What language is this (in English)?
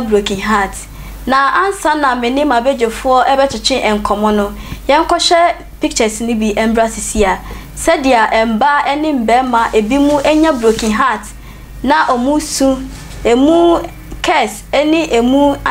Akan